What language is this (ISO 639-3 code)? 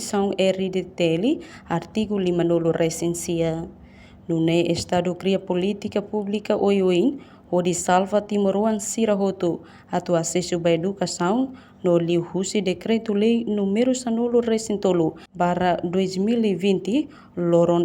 tet